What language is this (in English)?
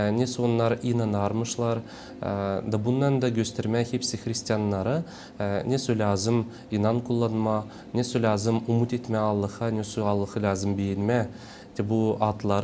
Gagauz